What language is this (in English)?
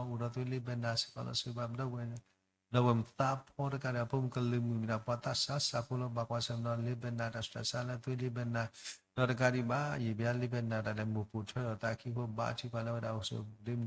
S'gaw Karen